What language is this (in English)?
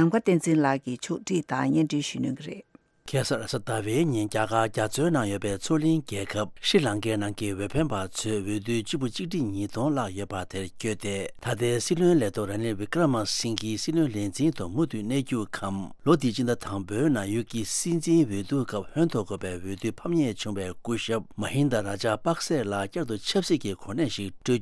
Tibetan